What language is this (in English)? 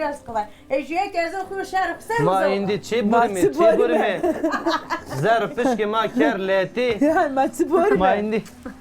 Zaza